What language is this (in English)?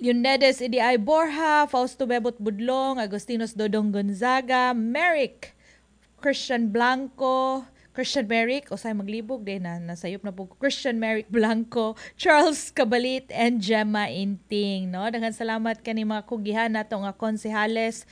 Cebuano